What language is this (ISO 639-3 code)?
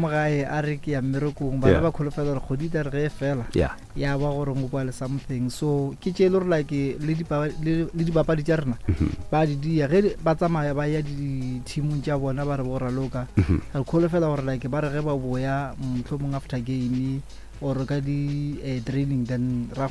nso